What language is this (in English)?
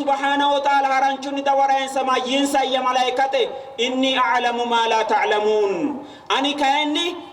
Sidamo